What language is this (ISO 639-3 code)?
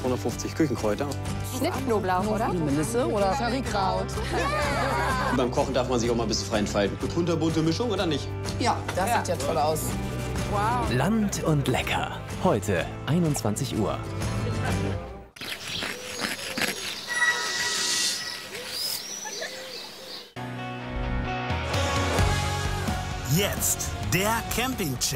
deu